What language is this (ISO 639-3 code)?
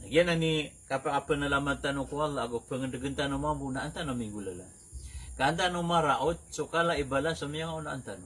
mrw